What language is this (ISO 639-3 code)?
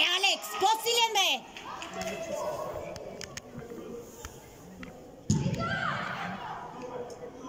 bul